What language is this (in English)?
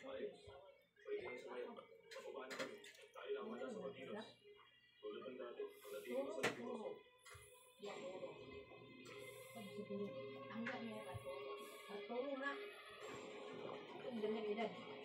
Filipino